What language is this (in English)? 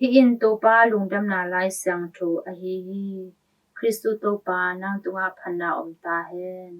Tedim Chin